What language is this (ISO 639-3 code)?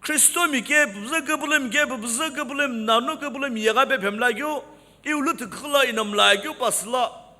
nsm